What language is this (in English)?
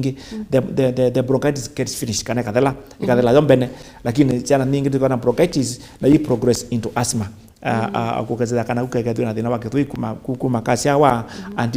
Kamba